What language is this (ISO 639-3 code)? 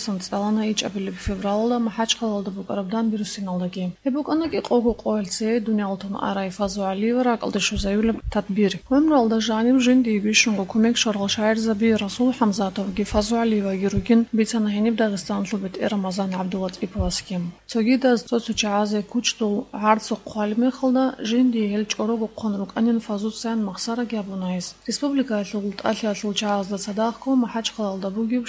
ava